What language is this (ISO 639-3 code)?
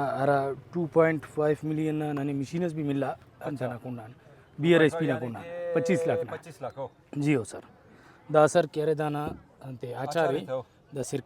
brh